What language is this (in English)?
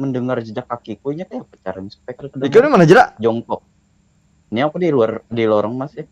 Banjar